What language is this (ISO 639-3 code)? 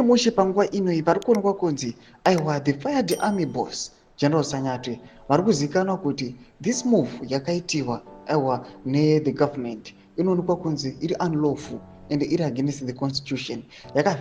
sna